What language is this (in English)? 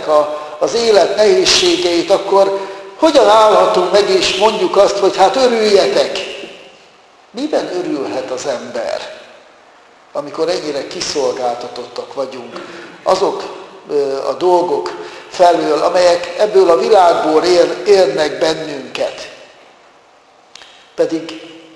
Hungarian